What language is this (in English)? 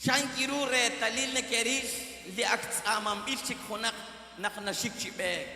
Kekchí